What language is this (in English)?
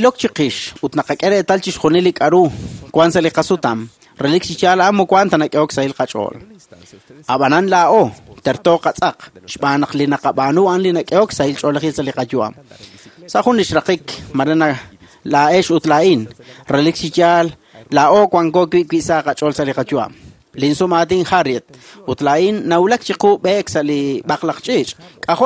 Kekchí